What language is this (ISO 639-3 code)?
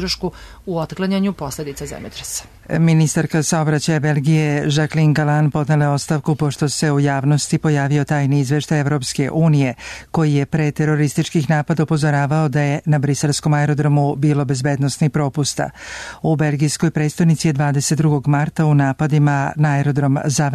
srp